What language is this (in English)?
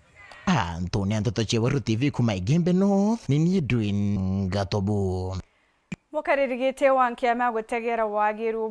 Meru